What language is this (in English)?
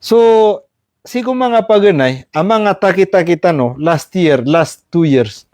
Maranao